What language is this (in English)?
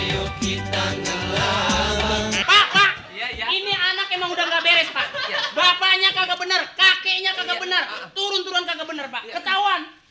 Betawi